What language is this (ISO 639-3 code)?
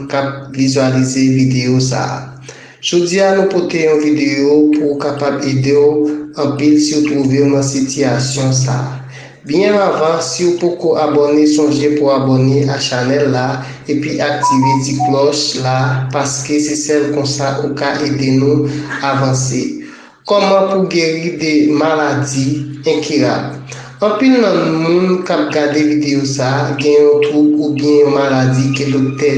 hat